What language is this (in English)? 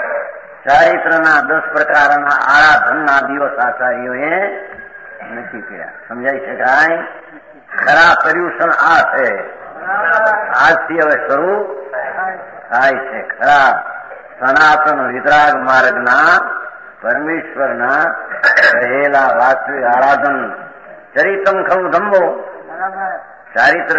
Gujarati